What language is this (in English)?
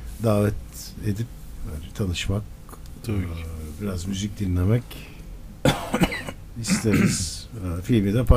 Turkish